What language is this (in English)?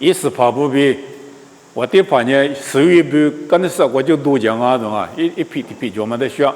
Lisu